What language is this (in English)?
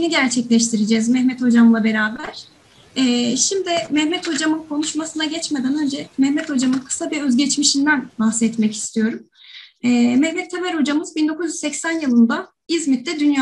Turkish